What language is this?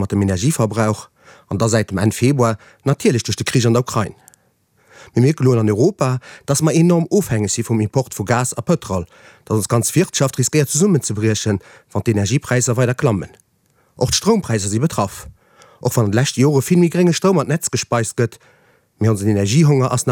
Luxembourgish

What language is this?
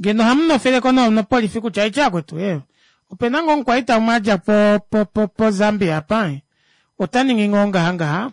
Kuanyama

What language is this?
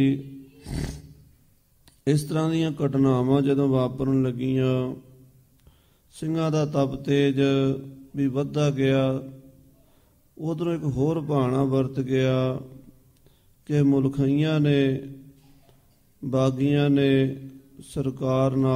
Punjabi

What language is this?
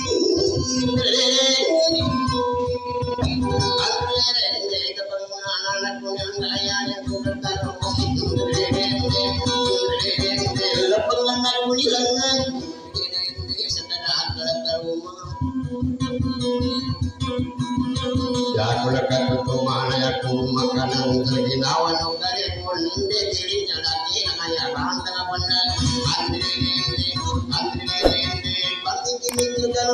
Indonesian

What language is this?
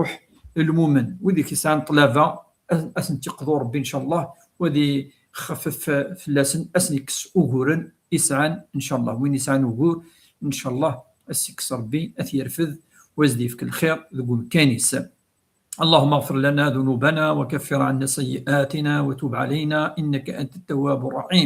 Kabyle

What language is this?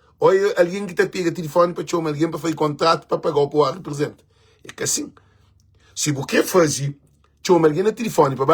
Kabuverdianu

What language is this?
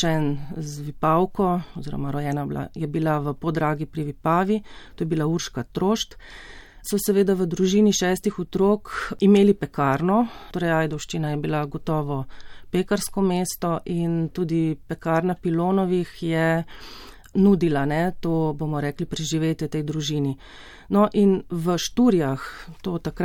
Slovenian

